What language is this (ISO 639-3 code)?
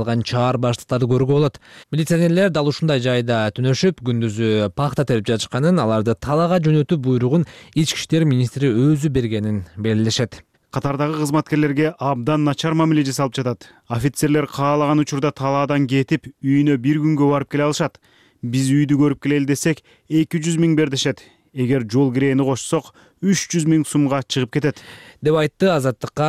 kir